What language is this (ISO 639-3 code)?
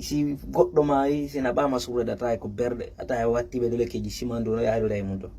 ful